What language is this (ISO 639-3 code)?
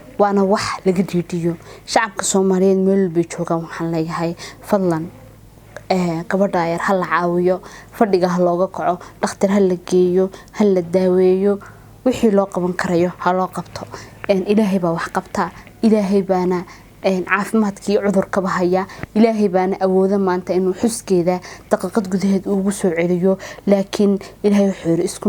som